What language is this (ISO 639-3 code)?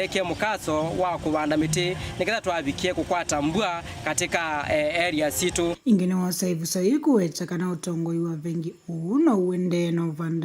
kam